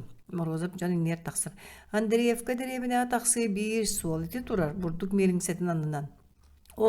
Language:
Yakut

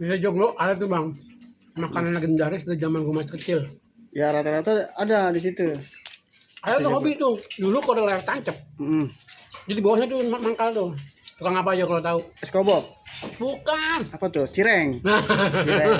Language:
Betawi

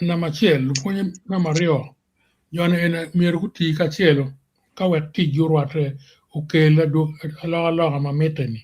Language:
Acoli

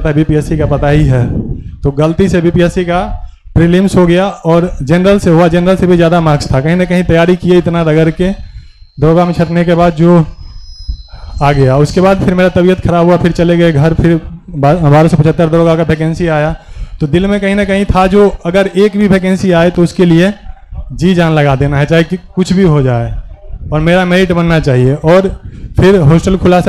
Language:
Hindi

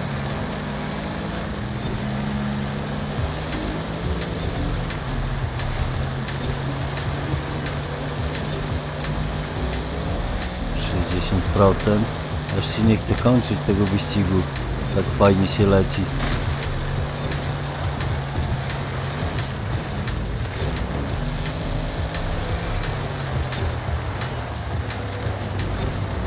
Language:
Polish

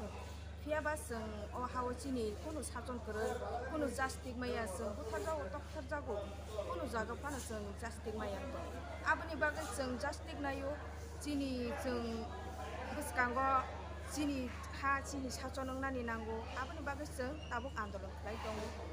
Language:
Kok Borok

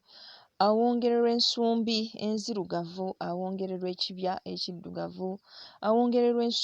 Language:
Ganda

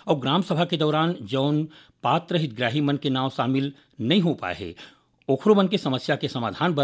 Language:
Chhattisgarhi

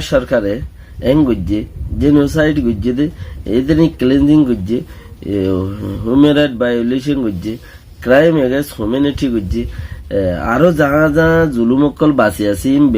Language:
Rohingya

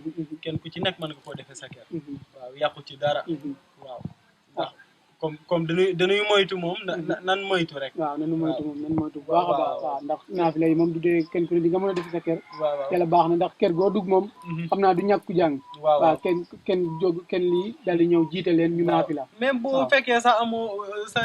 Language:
Wolof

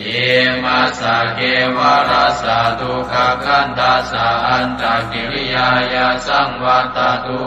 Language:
Pali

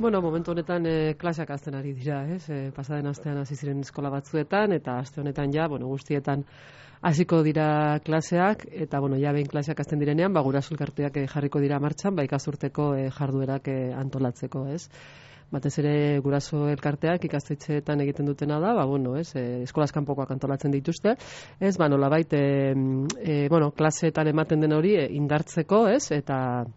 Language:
Basque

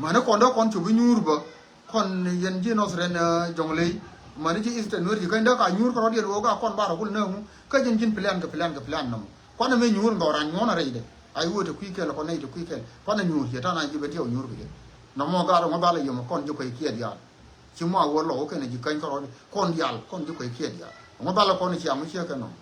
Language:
Nuer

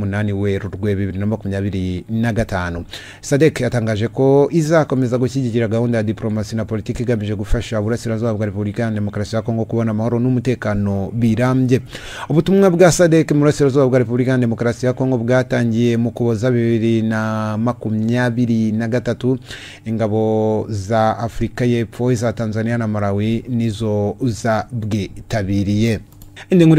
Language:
Kinyarwanda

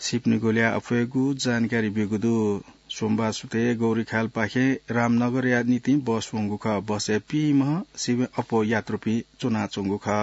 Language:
Newari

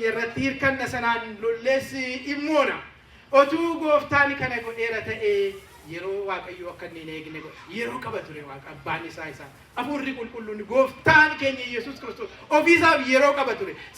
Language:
Oromo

